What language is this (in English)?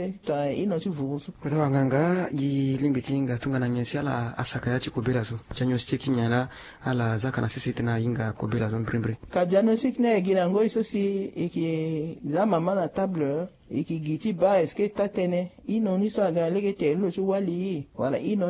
Sango